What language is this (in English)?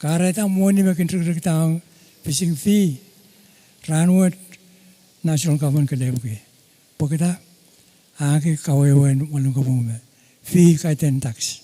Pohnpeian